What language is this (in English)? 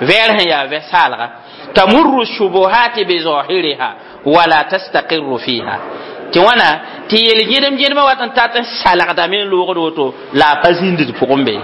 Mossi